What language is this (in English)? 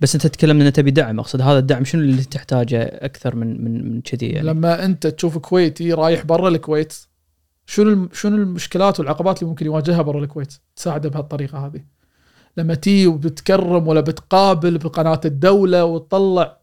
Gulf Arabic